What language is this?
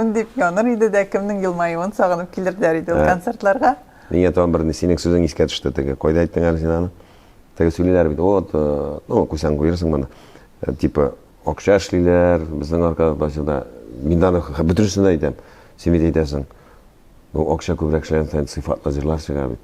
Tatar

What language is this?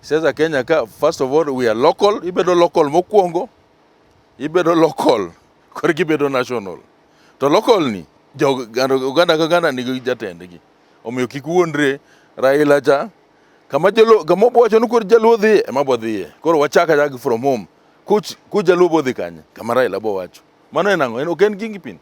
Luo (Kenya and Tanzania)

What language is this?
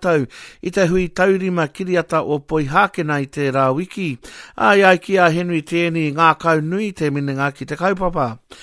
Māori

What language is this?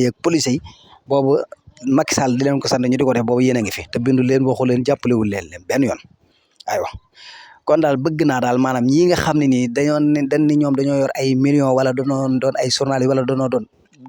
Wolof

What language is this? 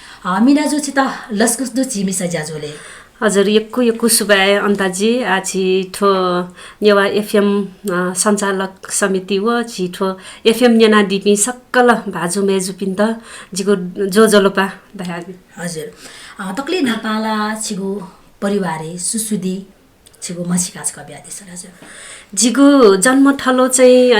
Newari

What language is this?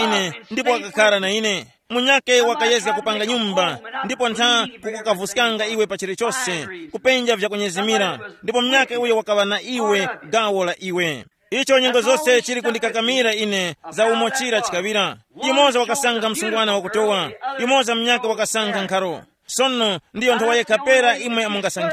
Tumbuka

